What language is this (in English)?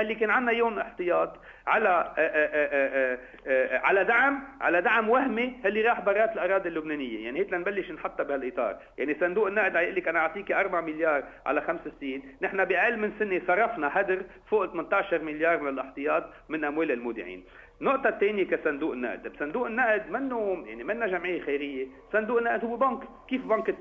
North Levantine Arabic